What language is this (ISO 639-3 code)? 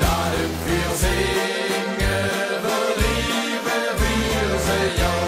lim